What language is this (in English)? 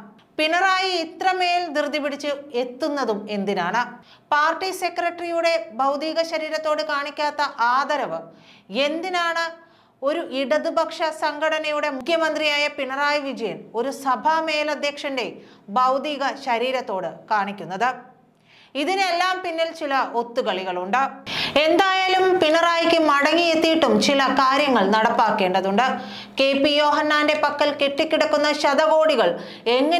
Malayalam